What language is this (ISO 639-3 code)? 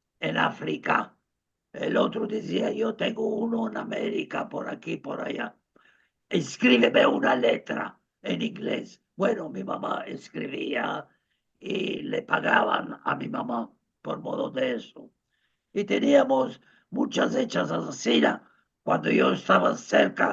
lad